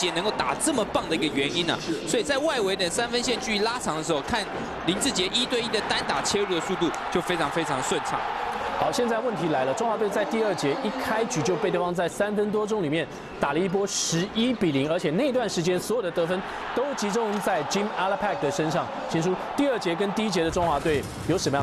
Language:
Chinese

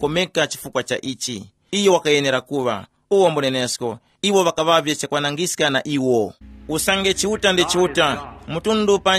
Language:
Tumbuka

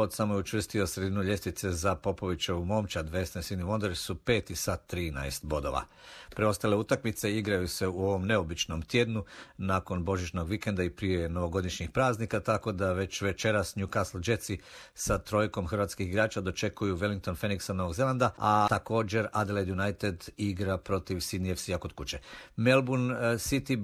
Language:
Croatian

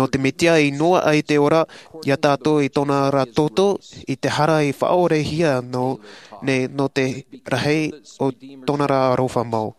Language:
Tahitian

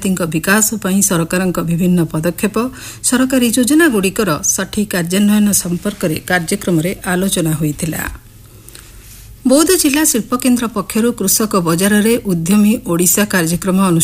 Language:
Odia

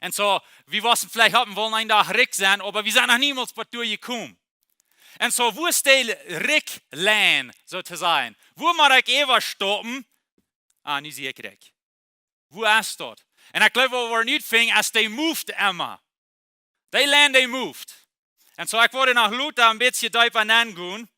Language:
Plautdietsch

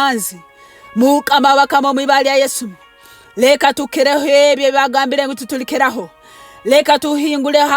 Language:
Nyankole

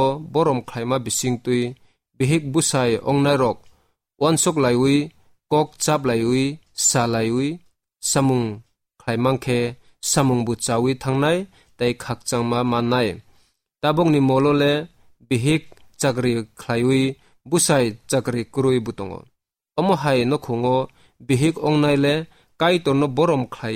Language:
Kok Borok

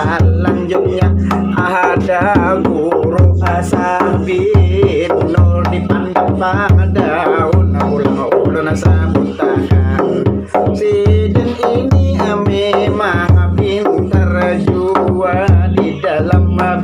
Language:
Banjar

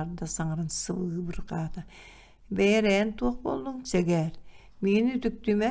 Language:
Yakut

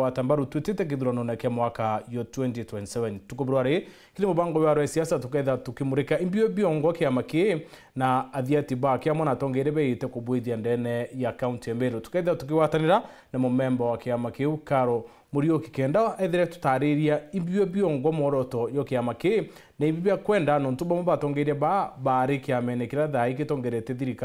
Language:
Meru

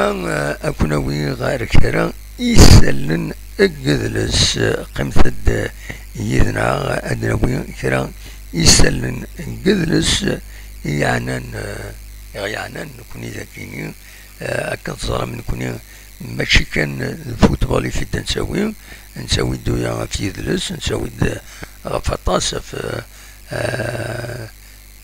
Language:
Kabyle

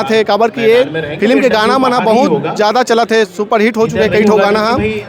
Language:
Chhattisgarhi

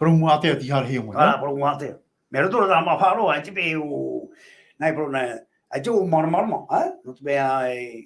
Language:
Tahitian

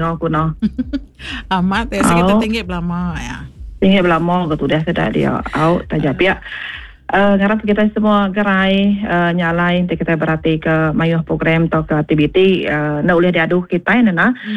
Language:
Iban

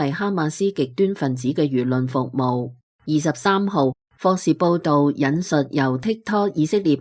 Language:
Cantonese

